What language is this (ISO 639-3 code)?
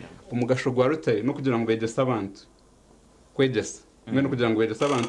nyn